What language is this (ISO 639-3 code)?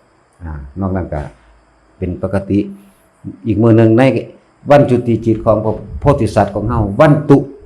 tts